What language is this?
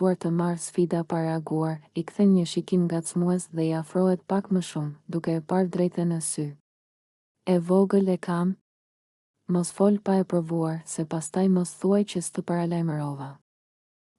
Albanian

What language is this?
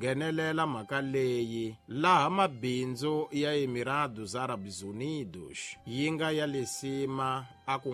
Tsonga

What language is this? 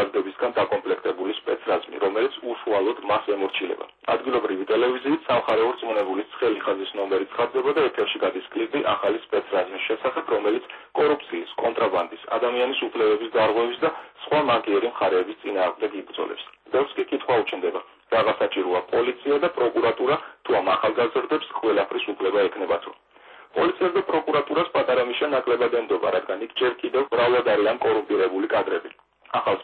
Georgian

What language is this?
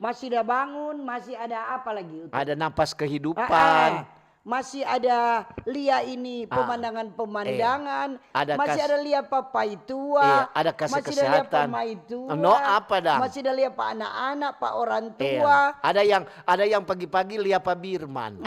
Manado Malay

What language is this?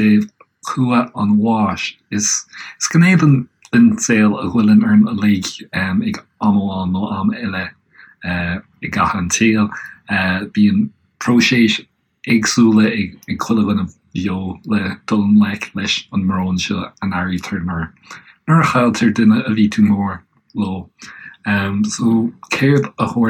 Irish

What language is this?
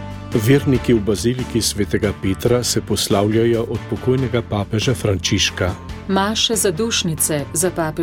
Slovenian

